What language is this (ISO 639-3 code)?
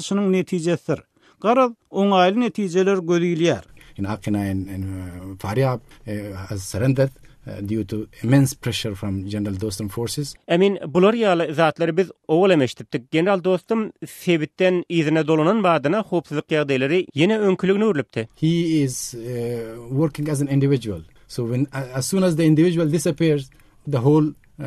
tuk